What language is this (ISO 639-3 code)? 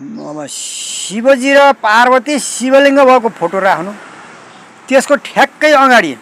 nep